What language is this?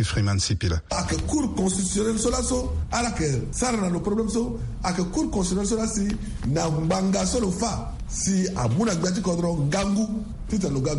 Sango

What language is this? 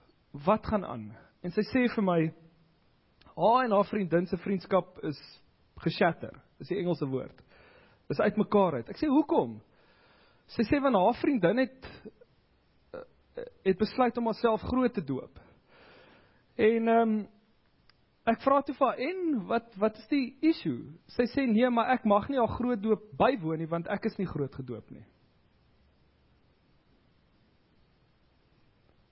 Afrikaans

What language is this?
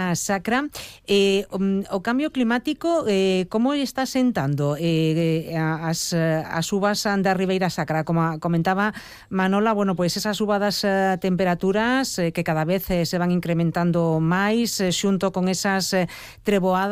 Galician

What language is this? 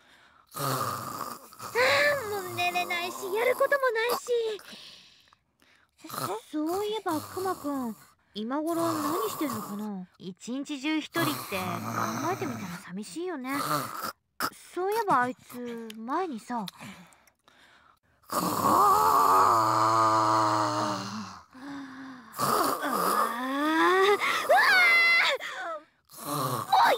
Japanese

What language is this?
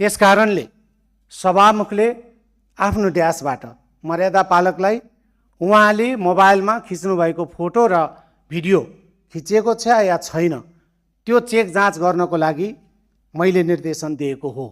Nepali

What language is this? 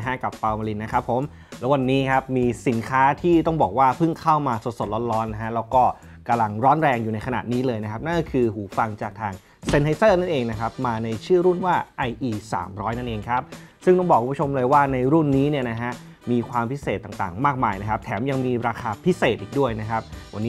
Thai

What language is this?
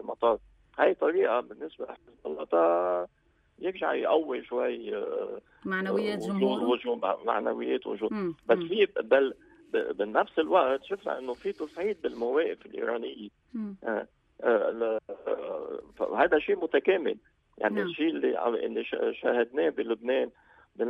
North Levantine Arabic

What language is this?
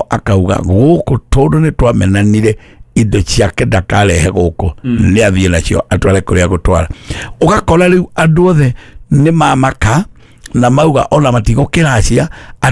Kikuyu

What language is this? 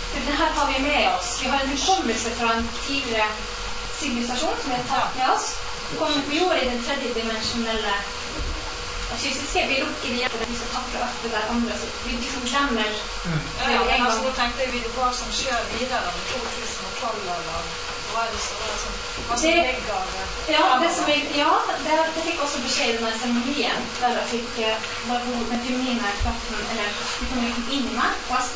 Norwegian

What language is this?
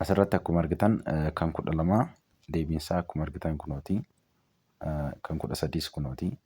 Oromo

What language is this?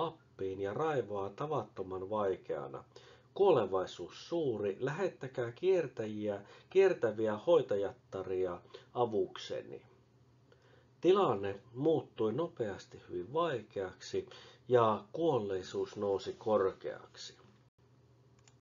Finnish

